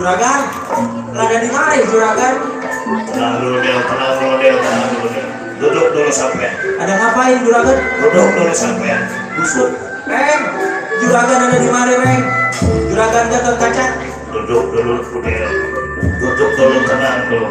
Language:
Betawi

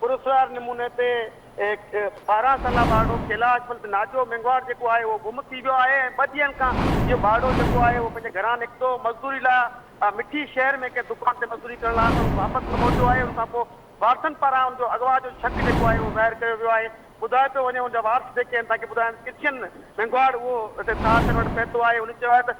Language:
Sindhi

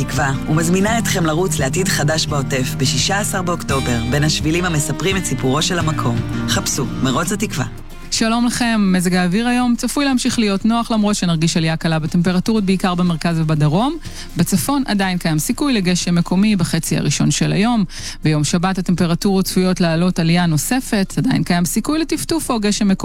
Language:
Hebrew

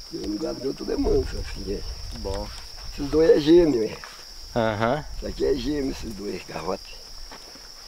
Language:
Portuguese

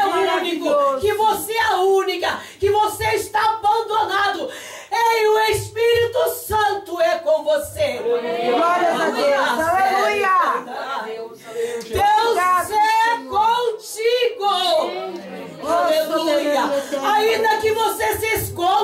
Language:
Portuguese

